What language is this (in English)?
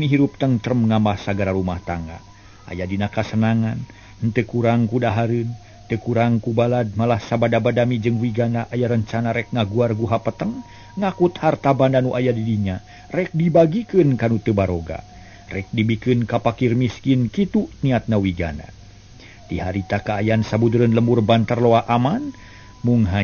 Sundanese